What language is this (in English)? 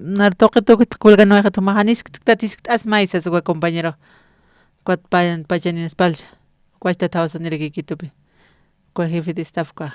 Aymara